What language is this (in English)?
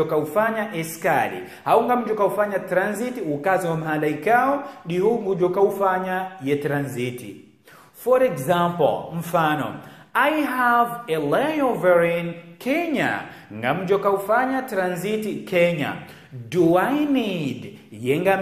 Ngazidja Comorian